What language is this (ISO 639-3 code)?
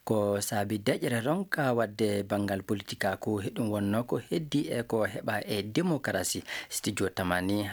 ful